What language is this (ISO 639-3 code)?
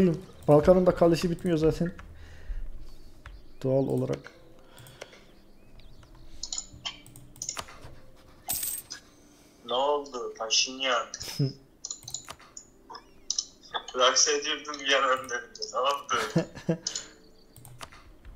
tur